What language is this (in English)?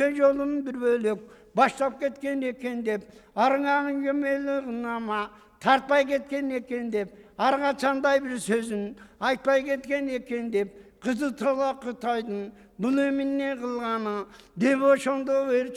Kyrgyz